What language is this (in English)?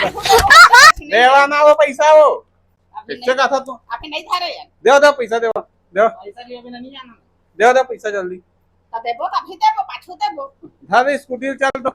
Chhattisgarhi